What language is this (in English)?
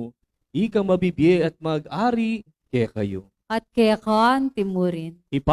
Pampanga